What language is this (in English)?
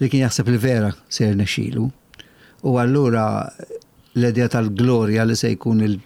Maltese